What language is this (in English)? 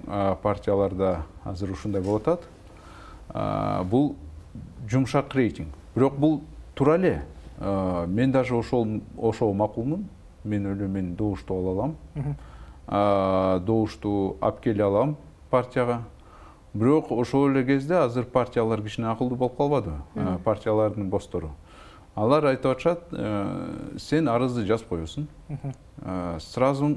Kyrgyz